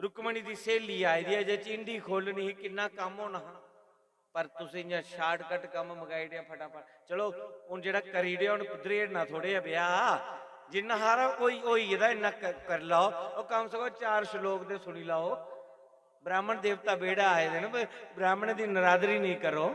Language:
Dogri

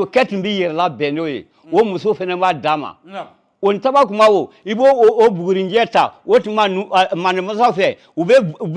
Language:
Bambara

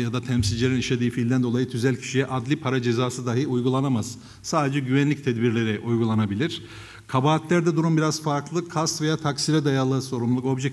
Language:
Turkish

